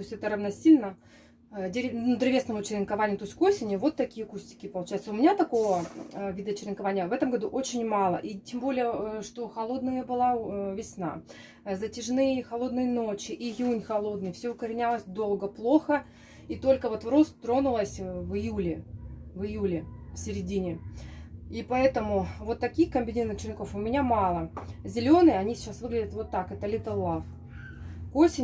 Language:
Russian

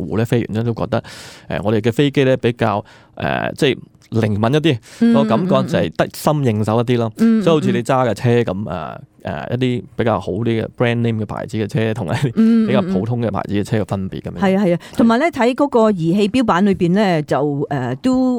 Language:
Cantonese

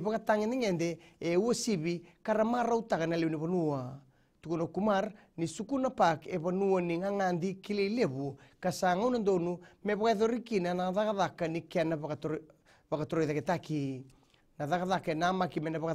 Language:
Fijian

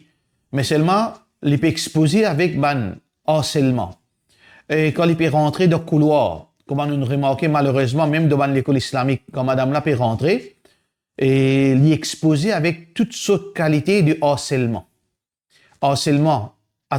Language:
Morisyen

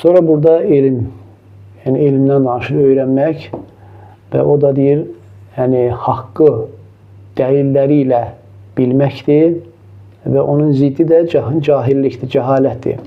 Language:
Azerbaijani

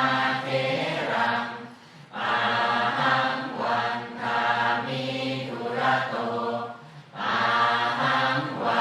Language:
Pali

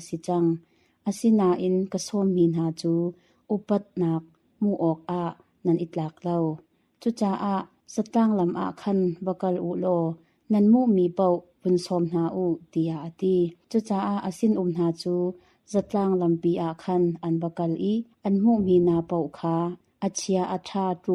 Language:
Hakha Chin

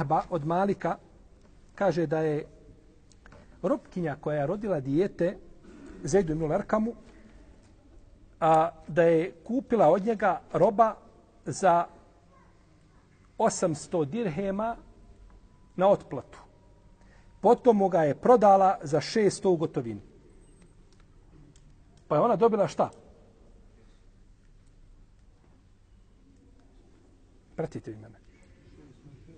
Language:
Bosnian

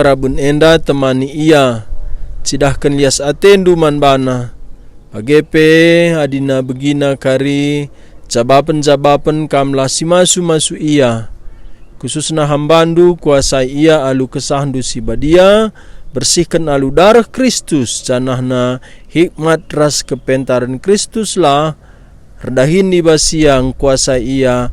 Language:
Batak Karo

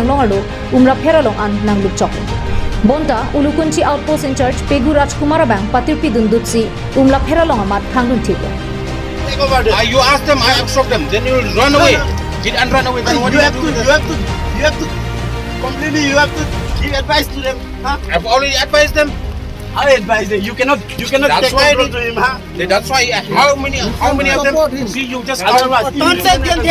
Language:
Karbi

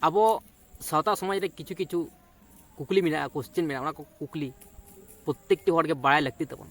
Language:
Santali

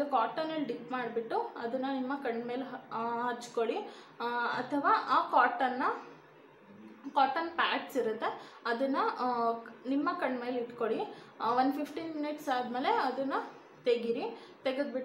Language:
Kannada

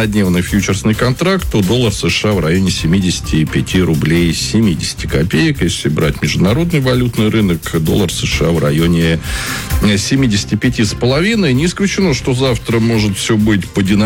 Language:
Russian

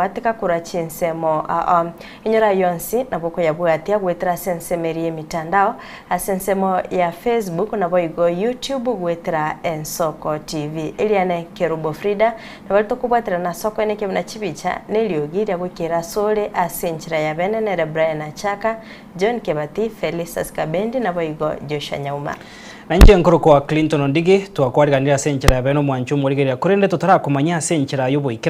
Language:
Gusii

